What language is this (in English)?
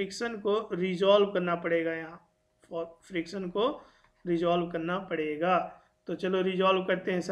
Hindi